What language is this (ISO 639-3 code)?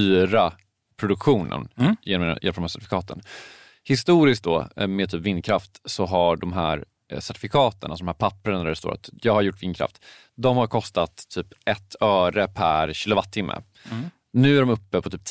swe